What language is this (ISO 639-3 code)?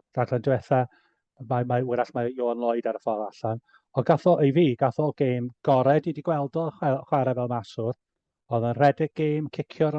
cym